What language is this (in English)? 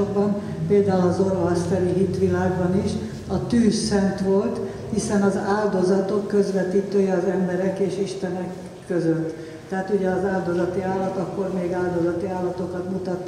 Hungarian